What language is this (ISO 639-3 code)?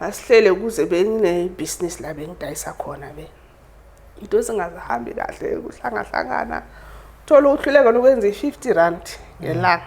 zul